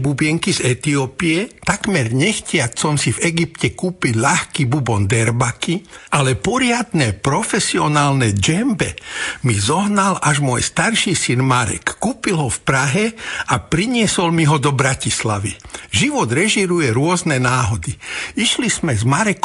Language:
Slovak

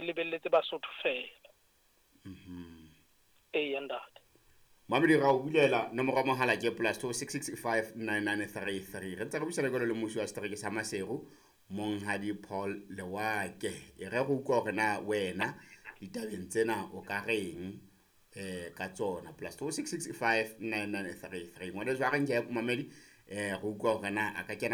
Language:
Southern Sotho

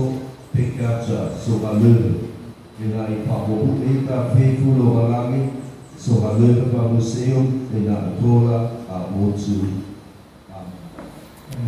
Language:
Nias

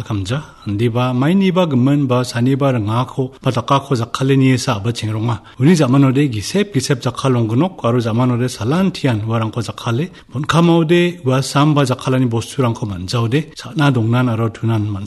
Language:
Garo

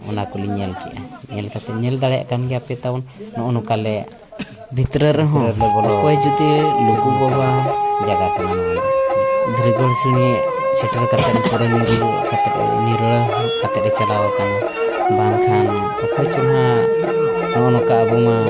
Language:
Santali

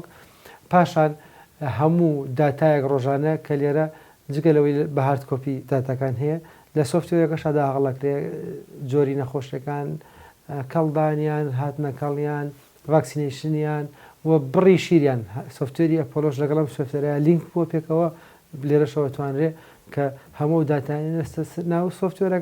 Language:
Central Kurdish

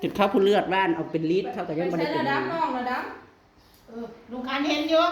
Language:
Northeastern Thai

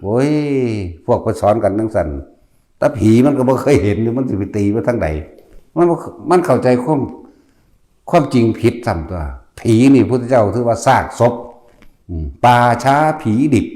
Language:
Northeastern Thai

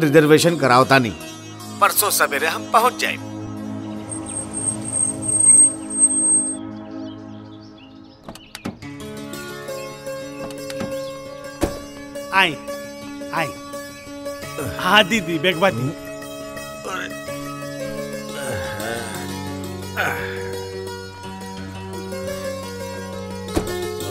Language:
Bhojpuri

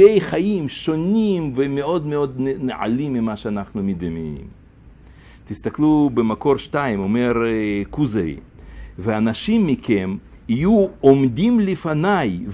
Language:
Hebrew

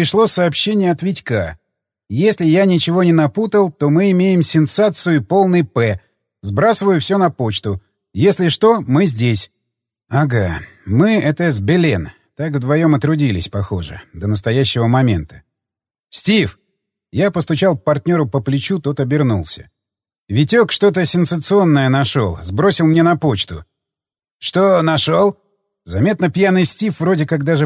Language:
Russian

